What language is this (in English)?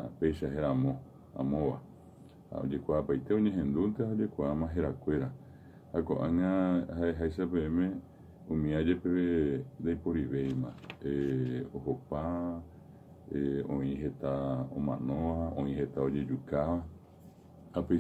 Guarani